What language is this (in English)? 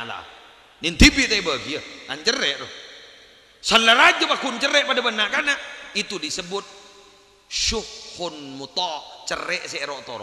Madurese